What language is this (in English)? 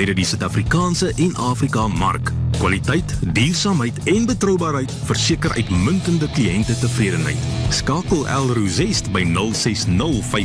Afrikaans